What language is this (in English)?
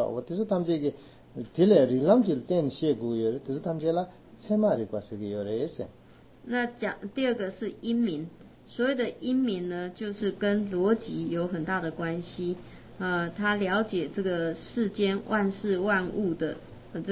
Chinese